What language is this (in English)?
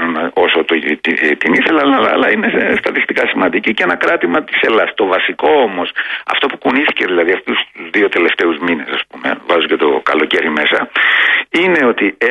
Greek